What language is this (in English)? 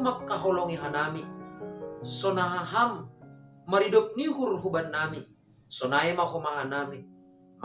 Batak Simalungun